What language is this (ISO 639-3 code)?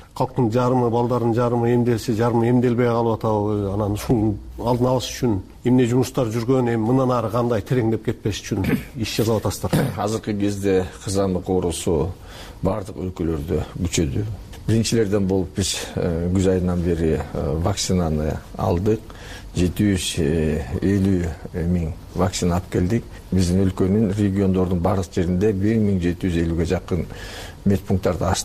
kir